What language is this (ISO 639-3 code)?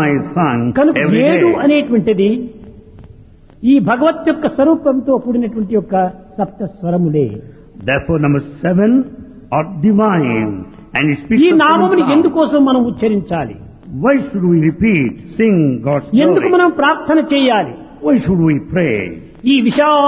tel